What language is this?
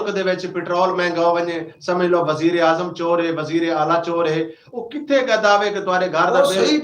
Saraiki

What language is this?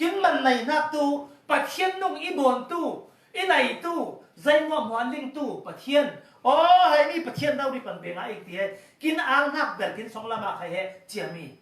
Falam Chin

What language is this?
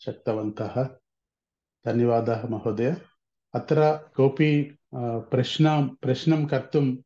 Sanskrit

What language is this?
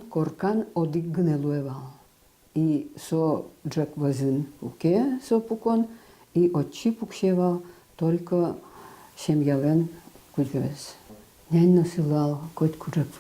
Udmurt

